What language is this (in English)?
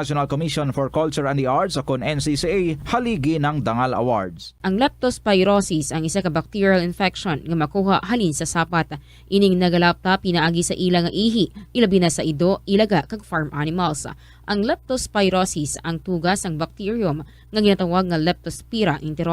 Hiligaynon